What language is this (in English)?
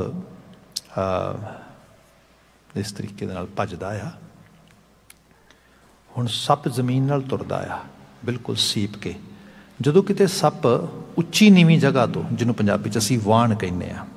Punjabi